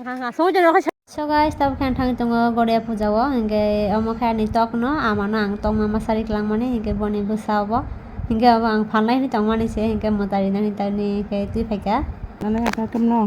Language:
Kok Borok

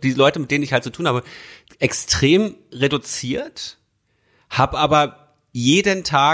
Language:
German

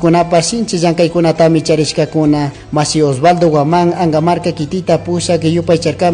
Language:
Chimborazo Highland Quichua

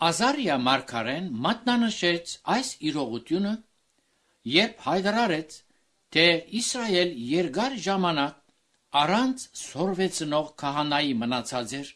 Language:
Armenian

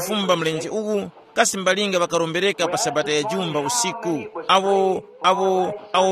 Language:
Tumbuka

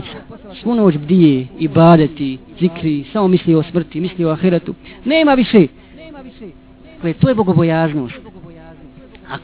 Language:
Bosnian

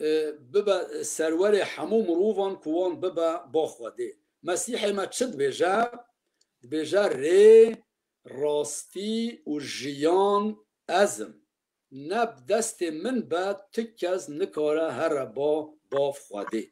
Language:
Kurdish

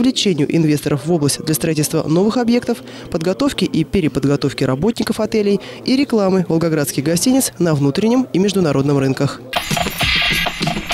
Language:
Russian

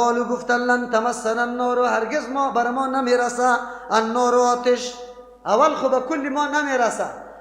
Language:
Persian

